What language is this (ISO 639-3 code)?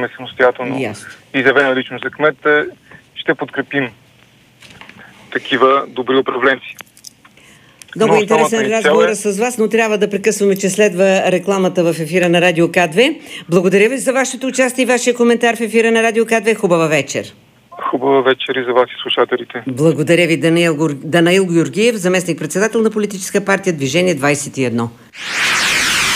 bul